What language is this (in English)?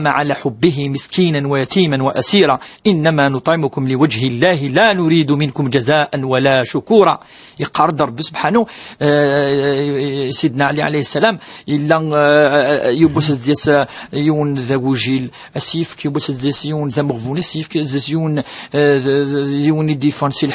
Kabyle